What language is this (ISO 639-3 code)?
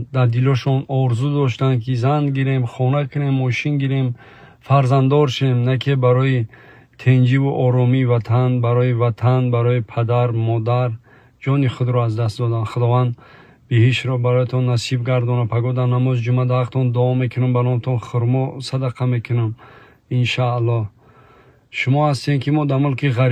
tgk